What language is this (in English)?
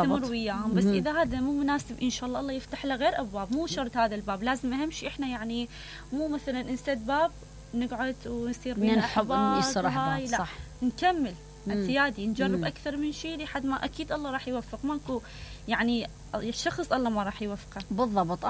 Mesopotamian Arabic